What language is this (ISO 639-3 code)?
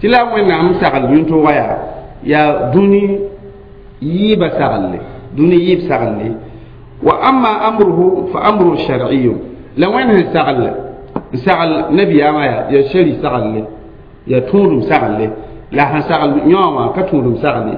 mos